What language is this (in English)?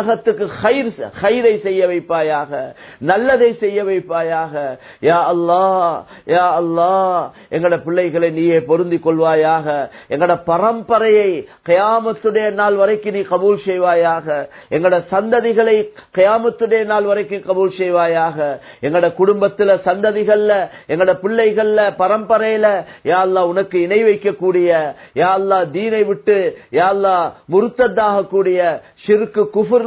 Tamil